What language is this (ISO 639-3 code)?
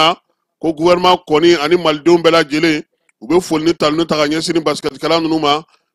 bam